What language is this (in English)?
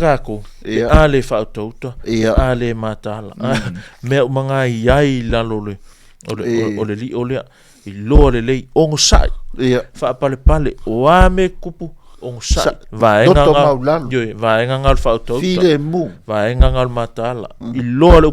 Samoan